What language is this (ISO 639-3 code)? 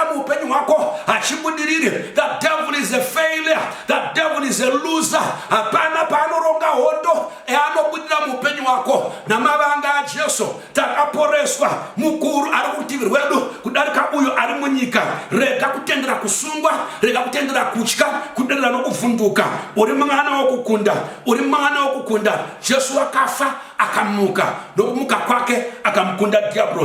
sna